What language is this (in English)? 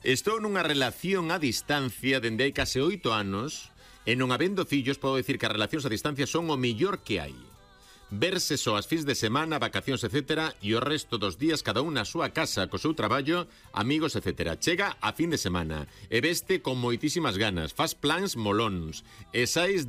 Galician